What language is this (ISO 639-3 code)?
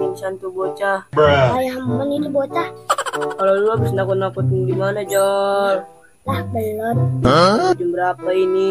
bew